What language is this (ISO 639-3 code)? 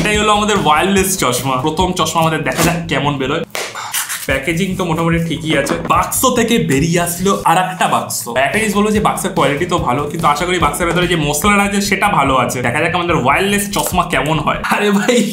ben